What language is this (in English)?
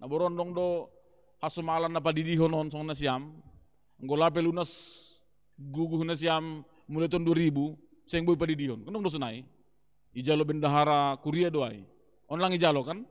Batak Simalungun